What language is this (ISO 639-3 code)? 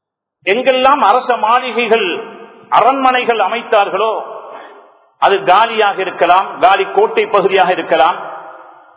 tam